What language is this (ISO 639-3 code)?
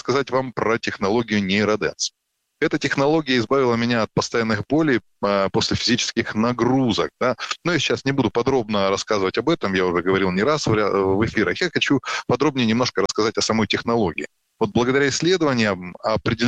rus